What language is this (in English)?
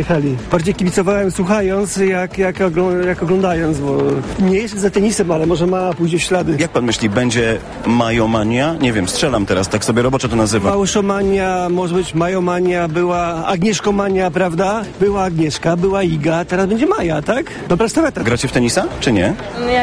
Polish